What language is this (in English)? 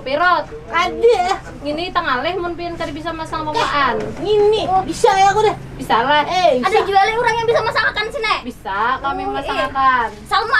Banjar